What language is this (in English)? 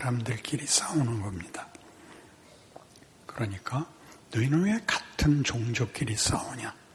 Korean